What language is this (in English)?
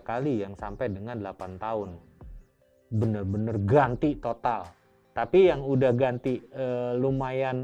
Indonesian